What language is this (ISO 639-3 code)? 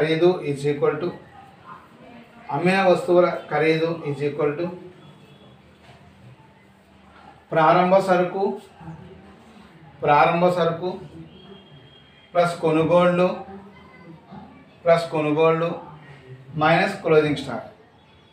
tel